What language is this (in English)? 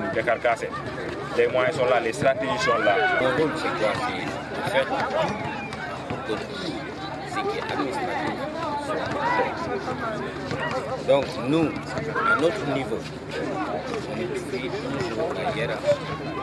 French